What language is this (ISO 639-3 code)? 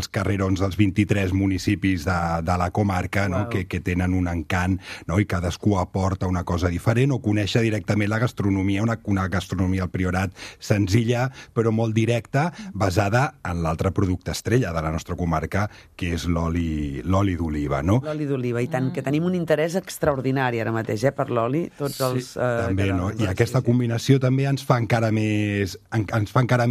cat